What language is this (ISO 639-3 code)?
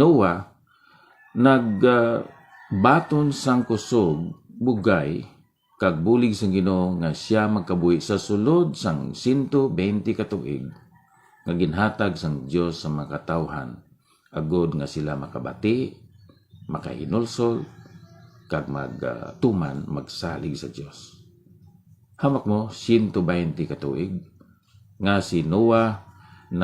hil